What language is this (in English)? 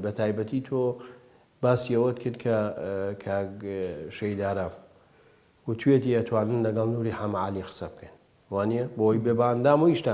Central Kurdish